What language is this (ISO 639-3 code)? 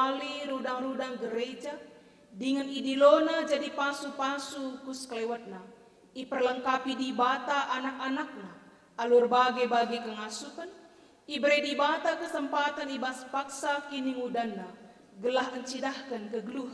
btx